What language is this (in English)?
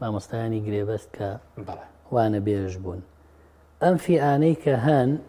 Central Kurdish